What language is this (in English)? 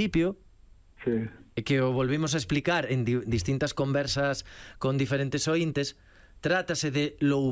Galician